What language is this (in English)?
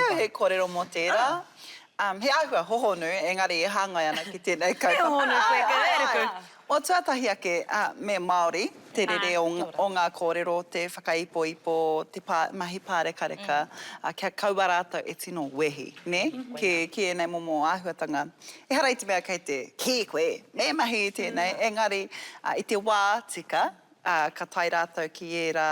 Māori